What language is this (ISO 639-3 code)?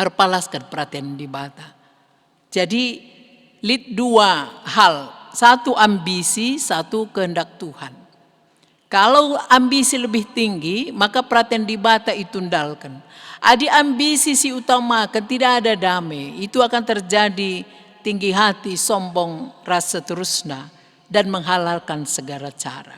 btx